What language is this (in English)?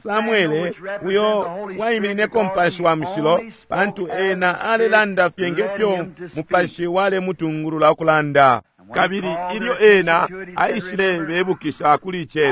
Bemba